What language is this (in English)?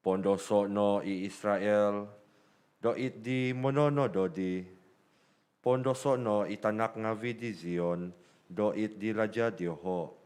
Central Dusun